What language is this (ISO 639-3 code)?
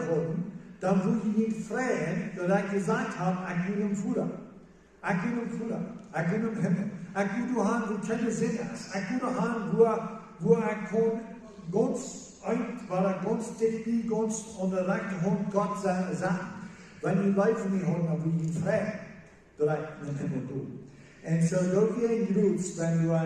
pdt